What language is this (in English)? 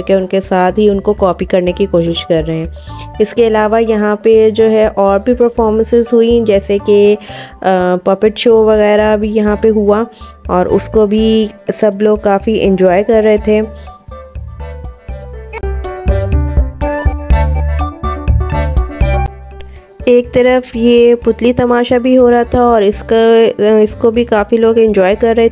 Hindi